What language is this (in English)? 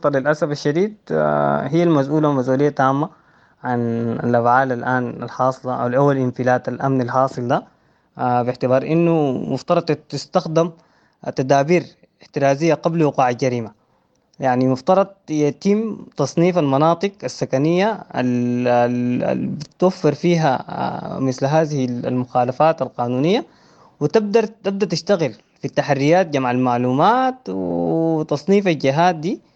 Sudanese Arabic